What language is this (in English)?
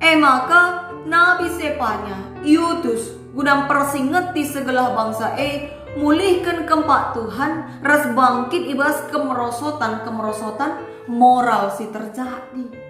Batak Karo